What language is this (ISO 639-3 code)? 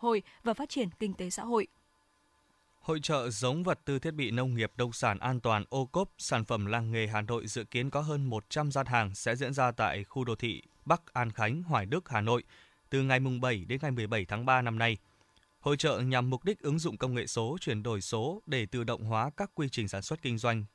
vie